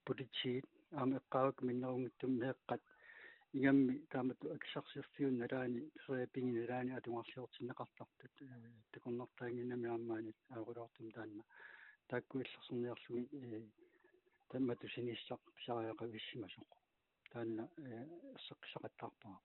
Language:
Kalaallisut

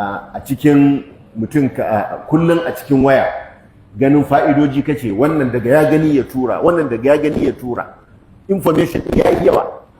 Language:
Hausa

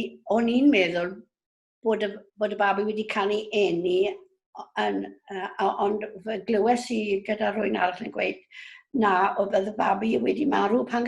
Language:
Welsh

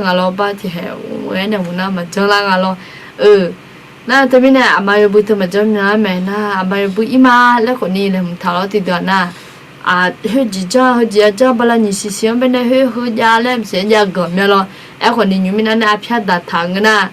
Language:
Akha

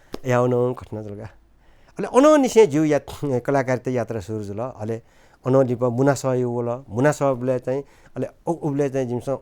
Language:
Newari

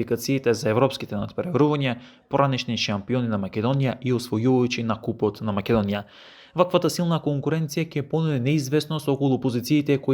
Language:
Macedonian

